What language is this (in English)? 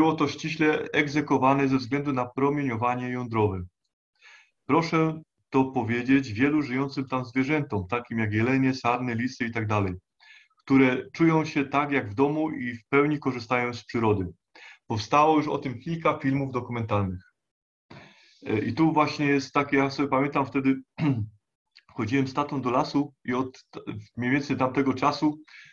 Polish